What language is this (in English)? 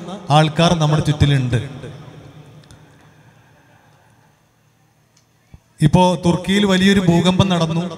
Malayalam